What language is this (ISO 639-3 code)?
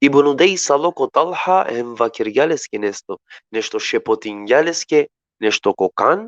rmn